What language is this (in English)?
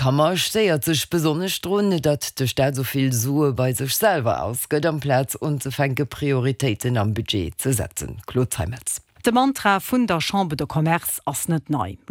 Luxembourgish